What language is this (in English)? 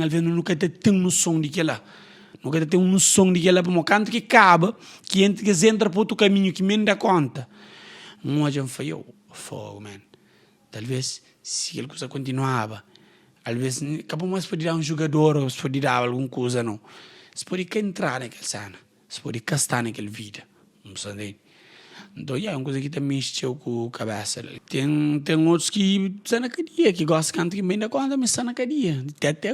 Kabuverdianu